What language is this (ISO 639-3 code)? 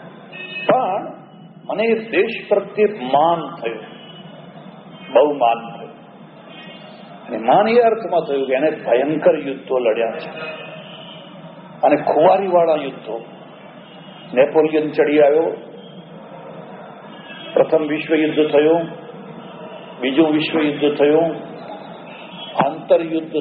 guj